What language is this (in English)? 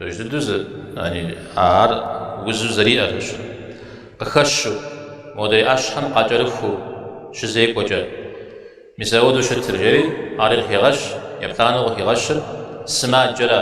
Kabardian